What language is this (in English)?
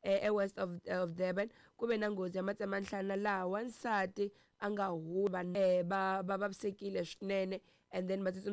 Tsonga